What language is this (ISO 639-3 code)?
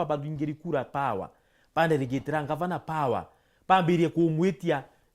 mer